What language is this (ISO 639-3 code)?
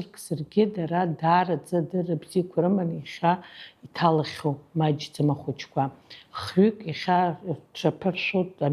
abk